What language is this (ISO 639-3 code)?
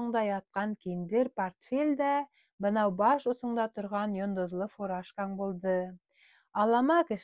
bak